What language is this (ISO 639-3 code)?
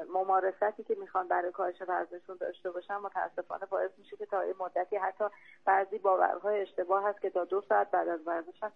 fas